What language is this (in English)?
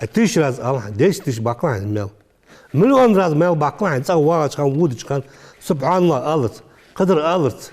Ingush